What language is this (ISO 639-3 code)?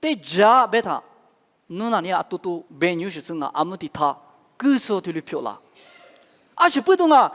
lis